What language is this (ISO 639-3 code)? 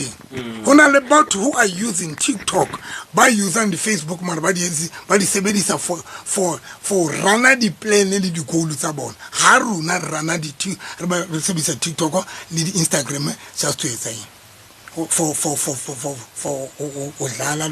sot